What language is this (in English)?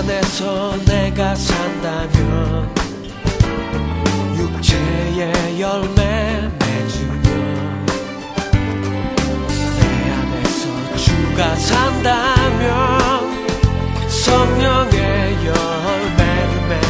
Korean